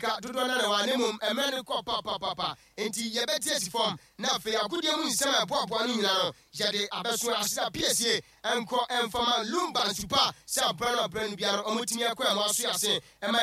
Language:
Akan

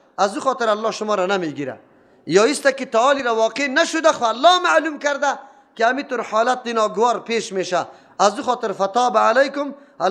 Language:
Persian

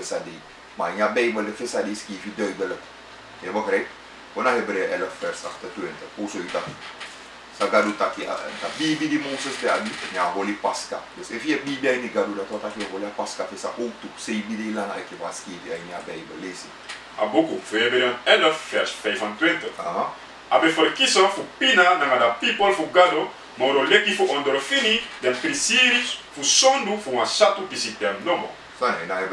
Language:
Sranan Tongo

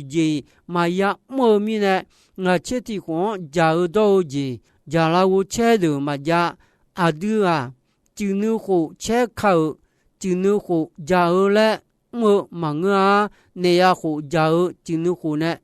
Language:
Akha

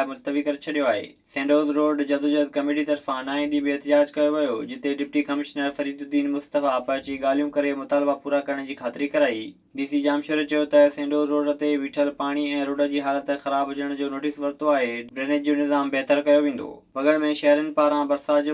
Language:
Sindhi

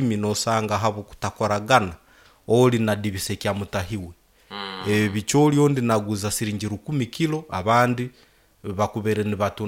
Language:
Nyoro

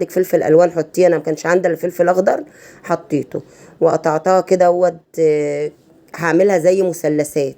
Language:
Egyptian Arabic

